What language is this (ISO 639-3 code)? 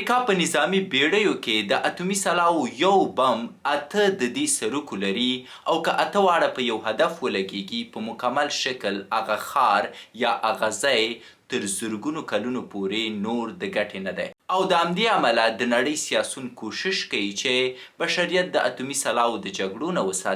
pus